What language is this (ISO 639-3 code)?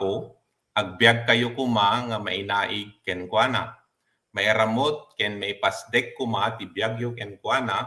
ilo